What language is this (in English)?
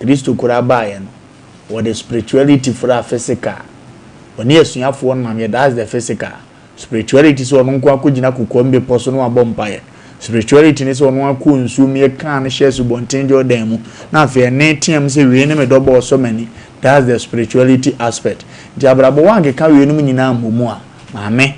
Akan